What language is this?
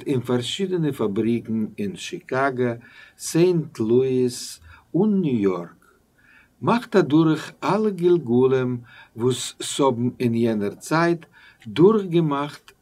Yiddish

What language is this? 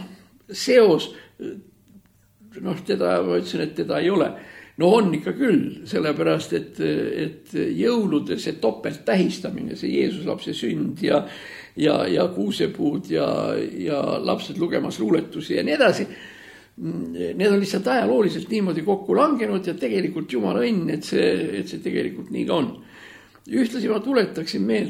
Estonian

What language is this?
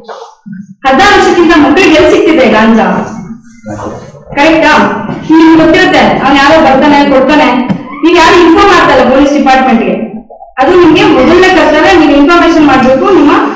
Kannada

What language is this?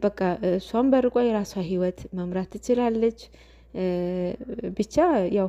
Amharic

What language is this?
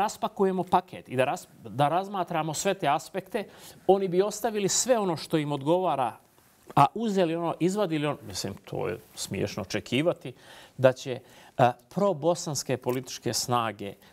Bosnian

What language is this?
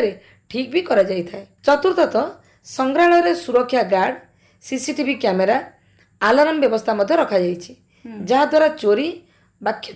Odia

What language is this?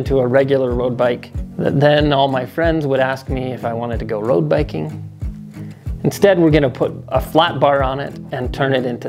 English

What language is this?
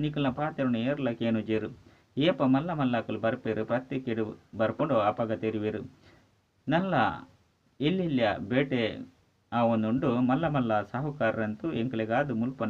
Tulu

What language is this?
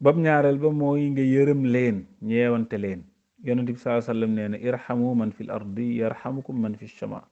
Wolof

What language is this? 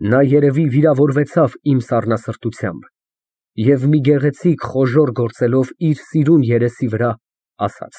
Armenian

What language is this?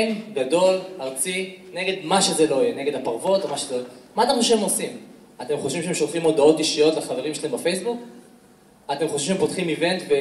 Hebrew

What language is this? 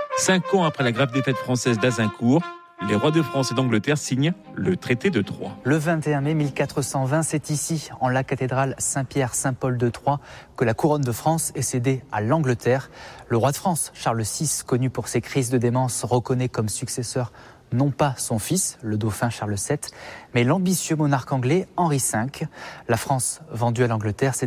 French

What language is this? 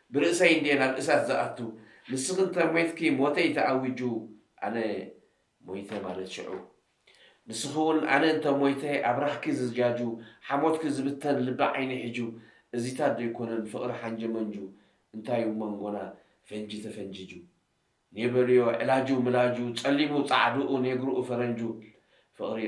Tigrinya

